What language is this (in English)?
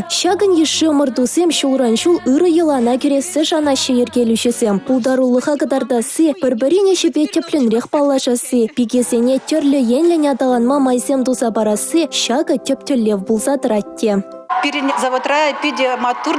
Chuvash